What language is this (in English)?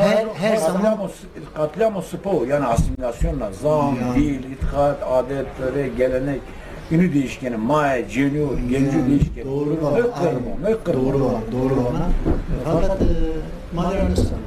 Zaza